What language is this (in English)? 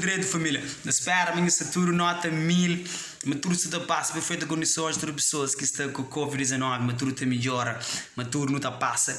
Kabuverdianu